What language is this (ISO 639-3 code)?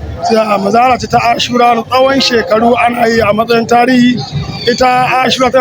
hau